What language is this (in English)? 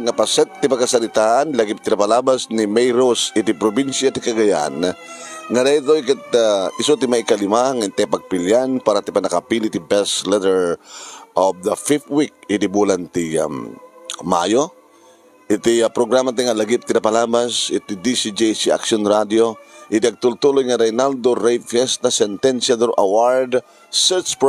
Iloko